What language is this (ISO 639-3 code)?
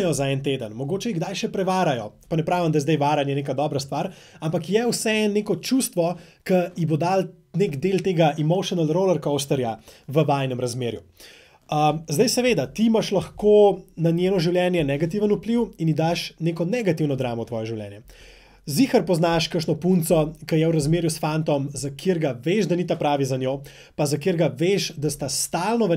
slv